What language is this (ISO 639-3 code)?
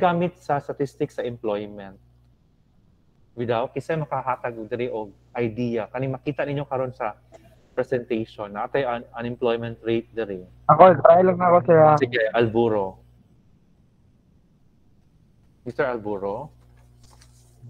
ceb